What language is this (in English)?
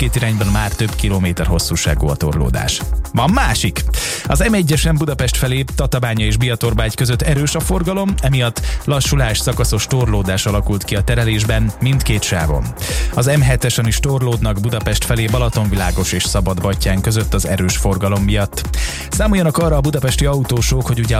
Hungarian